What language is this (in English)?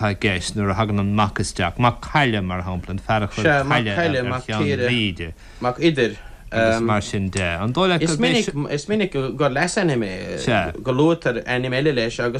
Irish